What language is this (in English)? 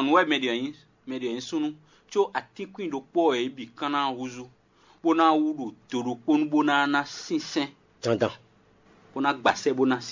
Fon